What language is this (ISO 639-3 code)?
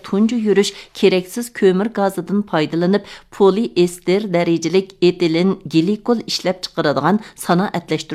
uig